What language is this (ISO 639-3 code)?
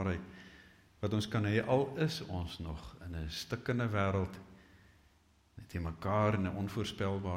afr